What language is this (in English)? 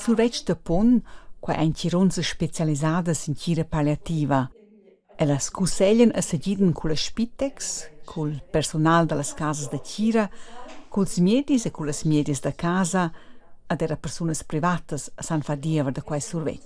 Romansh